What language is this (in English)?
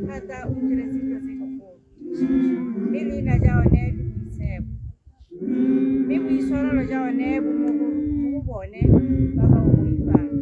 Tswana